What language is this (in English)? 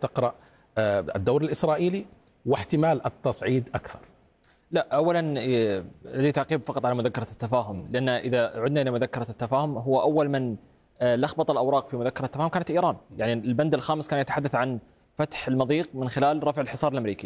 Arabic